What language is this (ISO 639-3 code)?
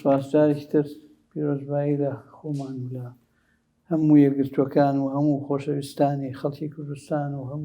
ckb